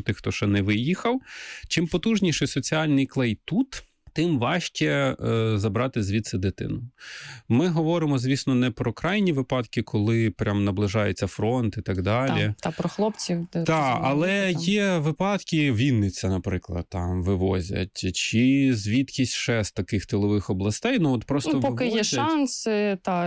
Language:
Ukrainian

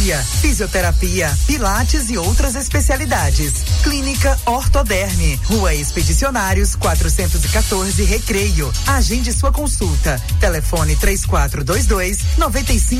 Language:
Portuguese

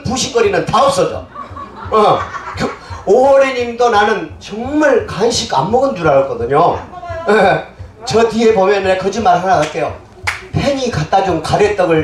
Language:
Korean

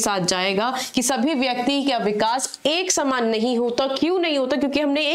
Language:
Hindi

